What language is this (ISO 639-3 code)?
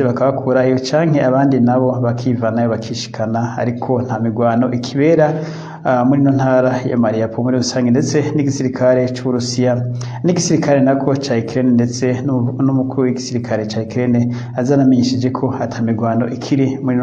run